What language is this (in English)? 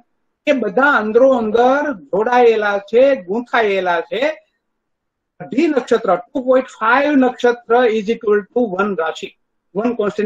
Gujarati